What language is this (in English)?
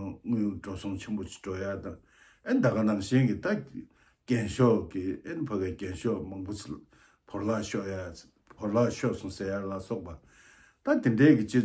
Tibetan